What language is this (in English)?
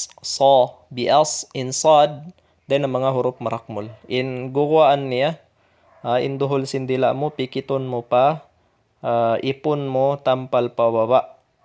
Tausug